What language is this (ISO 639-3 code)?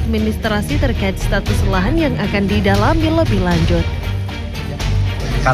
ind